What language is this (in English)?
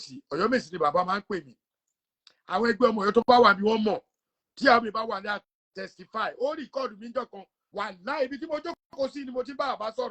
Yoruba